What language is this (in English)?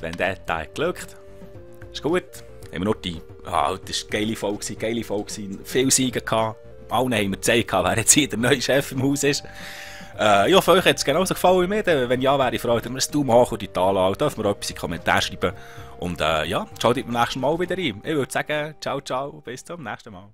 Swiss German